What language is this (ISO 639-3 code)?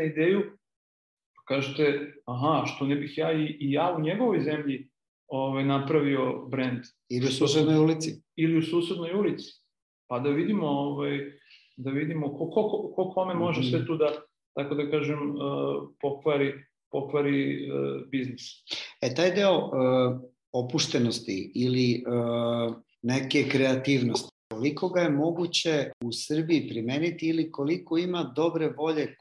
srp